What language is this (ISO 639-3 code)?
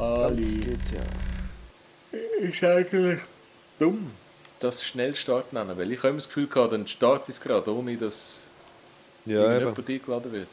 gsw